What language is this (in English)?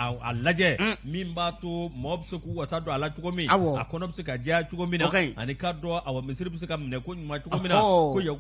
Bambara